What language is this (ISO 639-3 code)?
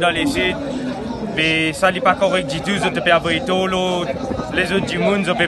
mfe